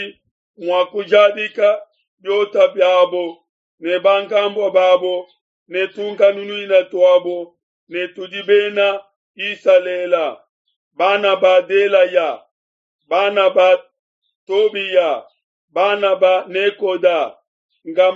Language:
Luba-Lulua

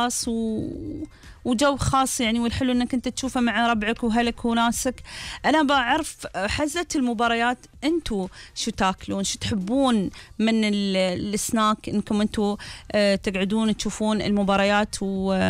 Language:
Gulf Arabic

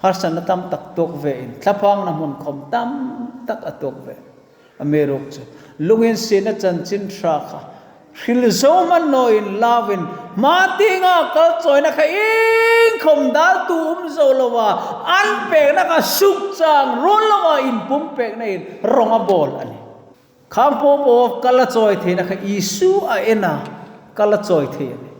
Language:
Hmar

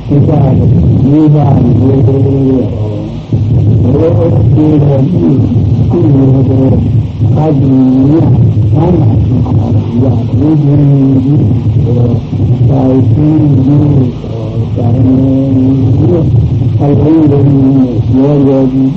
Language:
Burmese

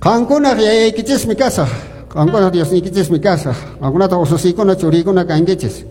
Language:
Quechua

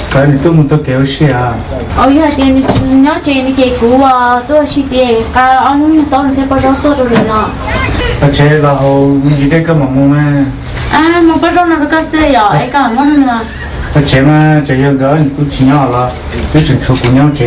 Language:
Hmong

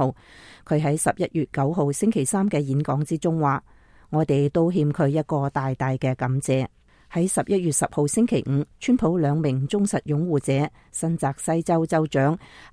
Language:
Cantonese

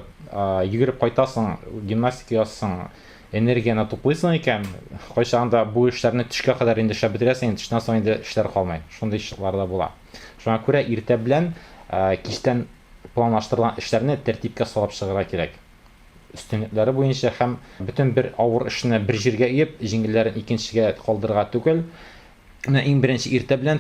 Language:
Tatar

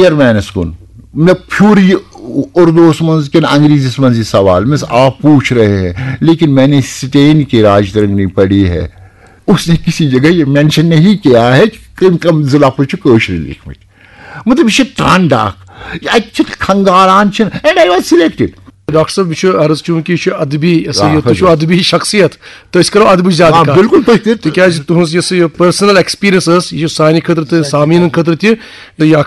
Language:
Kashmiri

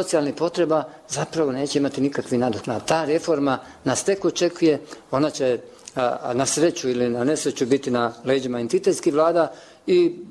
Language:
Bosnian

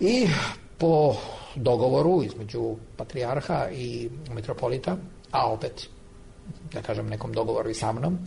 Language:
Serbian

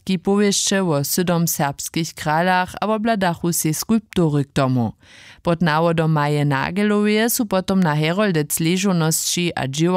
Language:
Upper Sorbian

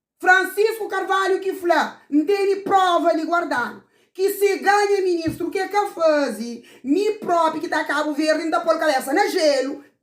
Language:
Kabuverdianu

